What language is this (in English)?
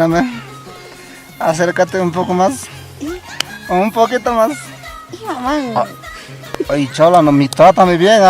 Quechua